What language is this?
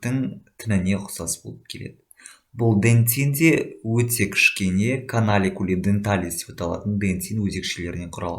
Kazakh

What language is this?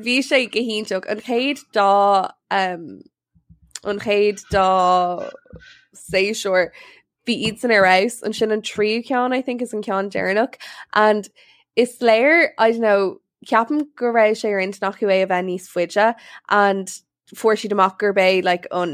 Irish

